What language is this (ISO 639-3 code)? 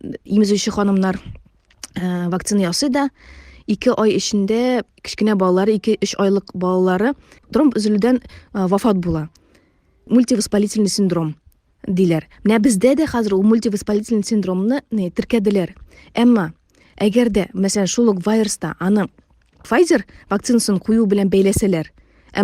tat